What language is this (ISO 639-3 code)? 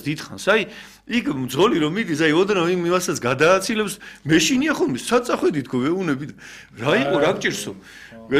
kat